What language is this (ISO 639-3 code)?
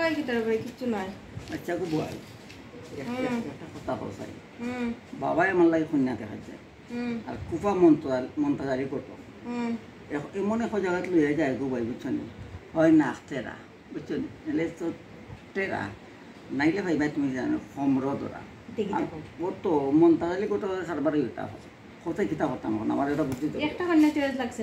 syl